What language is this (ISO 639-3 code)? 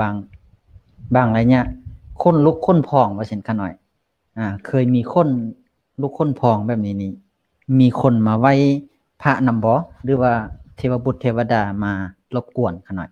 lao